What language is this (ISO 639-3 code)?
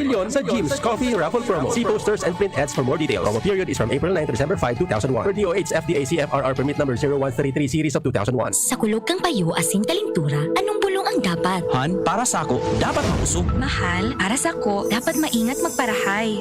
bik